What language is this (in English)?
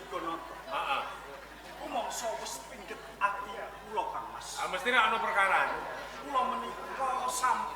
Javanese